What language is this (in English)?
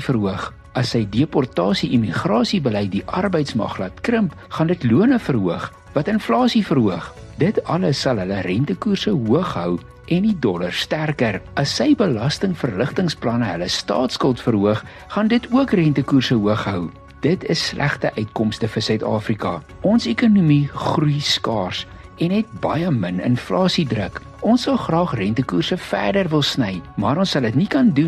Afrikaans